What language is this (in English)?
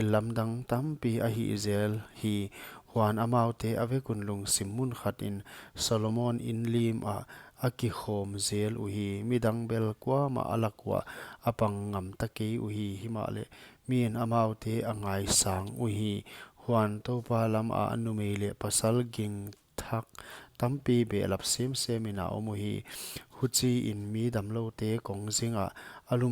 Paite Chin